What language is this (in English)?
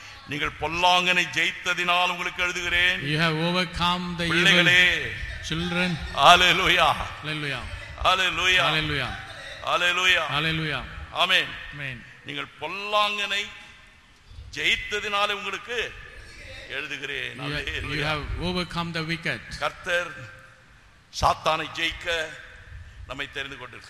Tamil